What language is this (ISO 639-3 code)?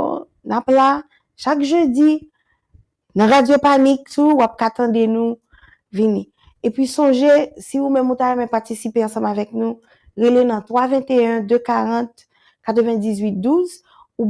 hat